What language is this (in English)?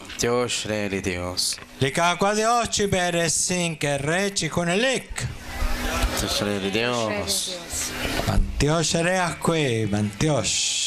Kekchí